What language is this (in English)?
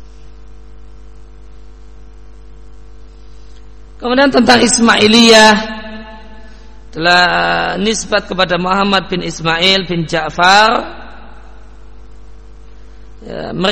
Indonesian